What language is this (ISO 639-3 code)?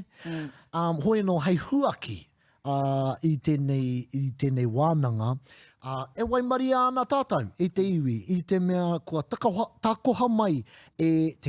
mri